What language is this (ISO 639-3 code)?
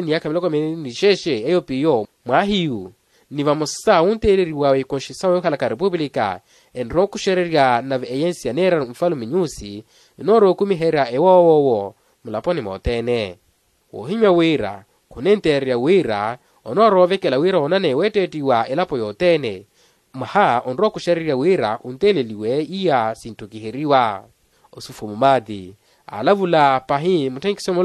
vmw